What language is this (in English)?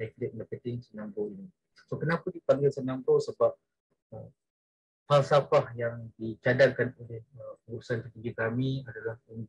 Malay